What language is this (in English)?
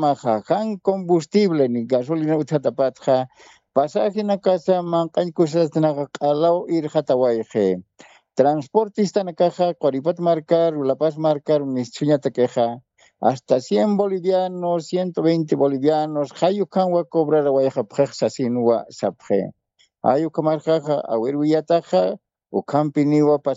Aymara